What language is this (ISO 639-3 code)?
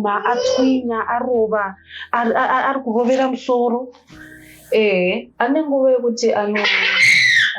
sna